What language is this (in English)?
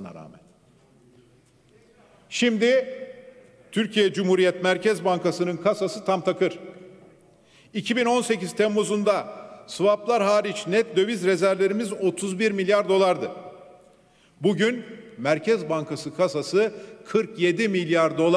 Turkish